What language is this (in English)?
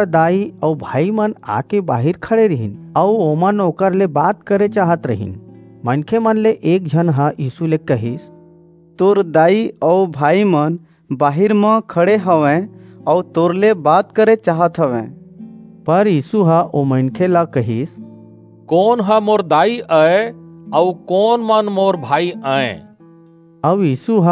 Chhattisgarhi